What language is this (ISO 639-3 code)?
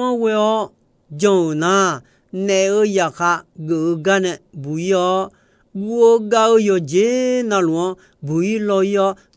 ahk